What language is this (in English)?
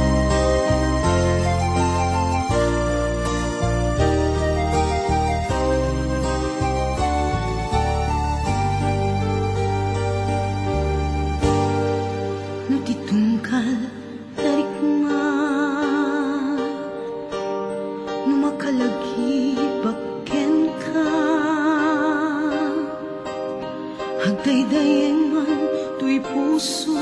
Iloko